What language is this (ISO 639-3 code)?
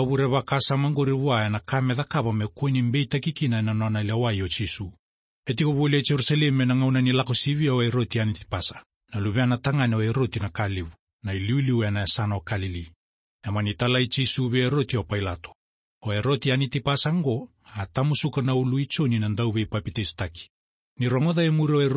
fij